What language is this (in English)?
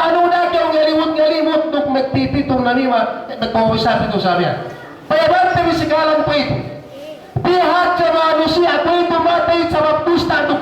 Yakan